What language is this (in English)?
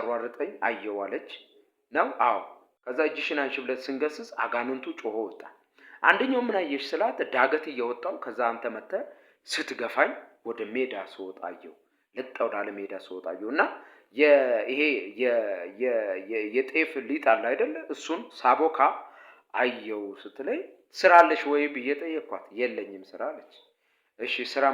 Amharic